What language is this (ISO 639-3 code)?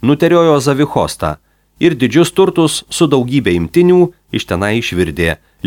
lit